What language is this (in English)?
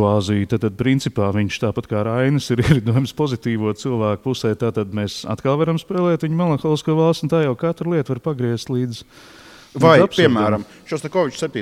Latvian